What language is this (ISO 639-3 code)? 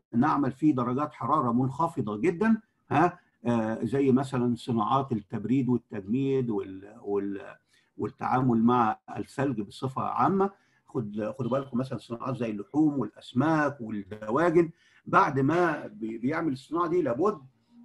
arz